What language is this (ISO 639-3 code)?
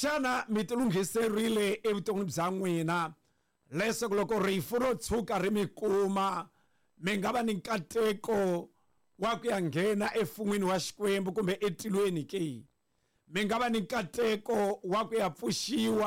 tso